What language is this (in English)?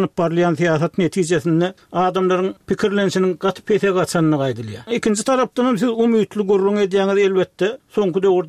Turkmen